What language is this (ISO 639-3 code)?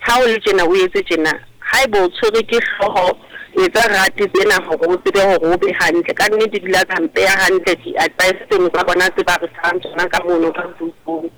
sot